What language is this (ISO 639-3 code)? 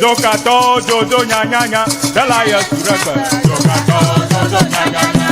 ewe